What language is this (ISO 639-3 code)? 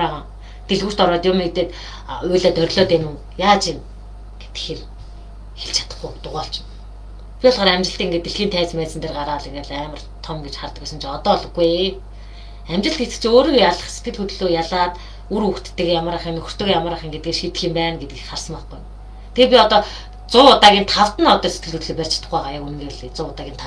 mon